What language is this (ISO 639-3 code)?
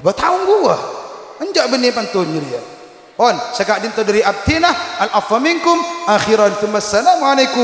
mad